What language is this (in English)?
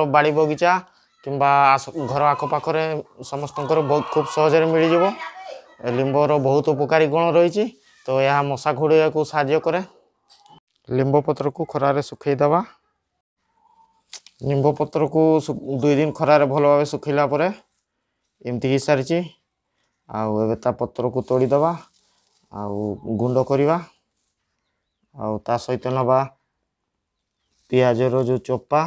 Odia